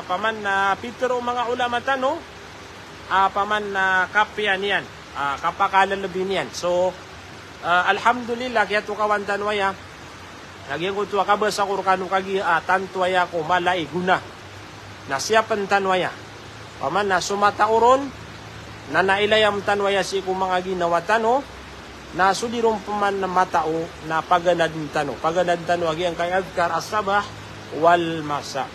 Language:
Maranao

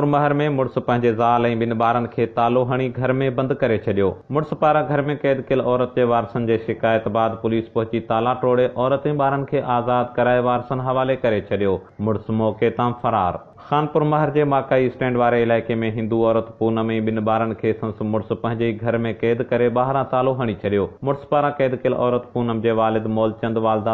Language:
Sindhi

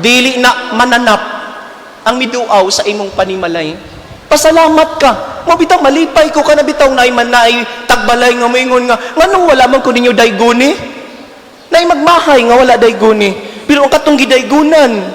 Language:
Cebuano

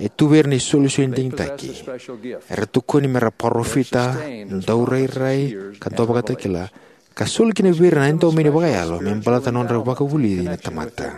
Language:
Fijian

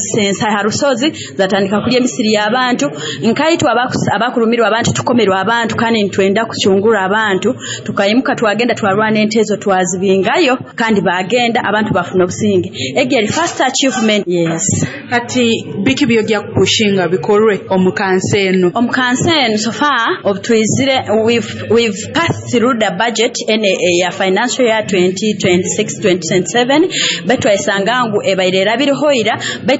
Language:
Nyoro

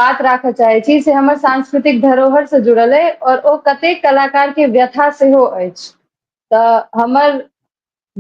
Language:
Maithili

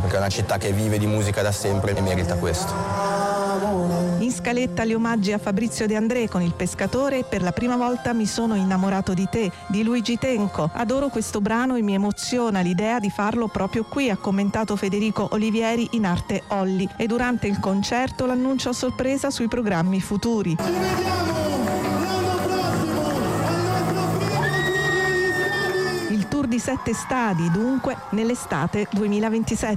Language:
Italian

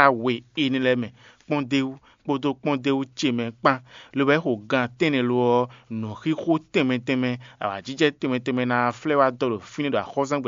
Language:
Fon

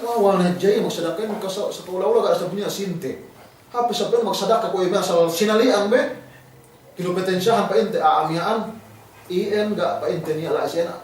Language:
Yakan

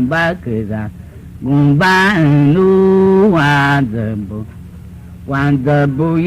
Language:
Tiv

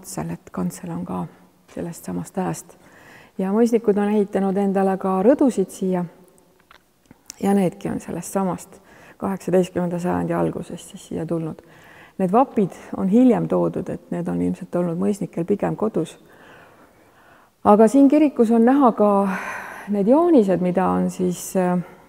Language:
Estonian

